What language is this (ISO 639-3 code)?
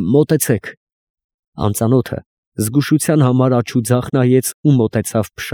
hye